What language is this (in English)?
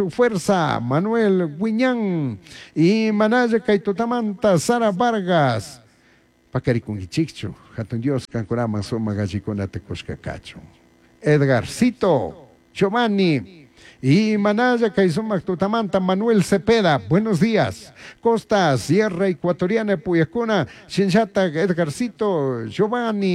Chimborazo Highland Quichua